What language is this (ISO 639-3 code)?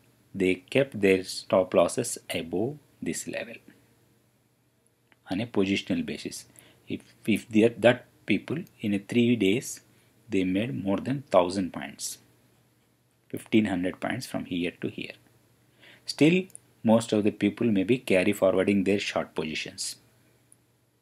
eng